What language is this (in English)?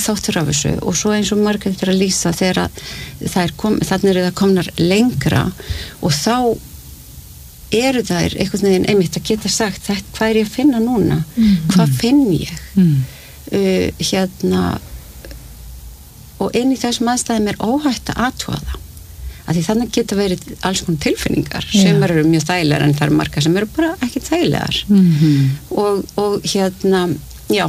Icelandic